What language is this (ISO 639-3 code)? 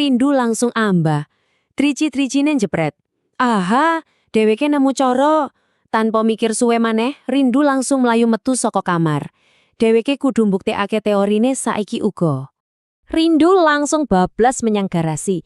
jav